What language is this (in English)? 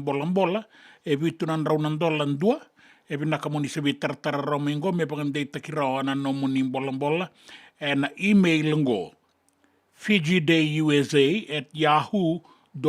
Fijian